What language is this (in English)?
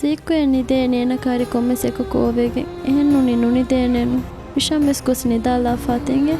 Divehi